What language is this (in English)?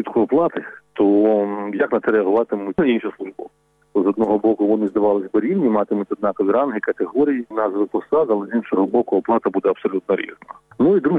Ukrainian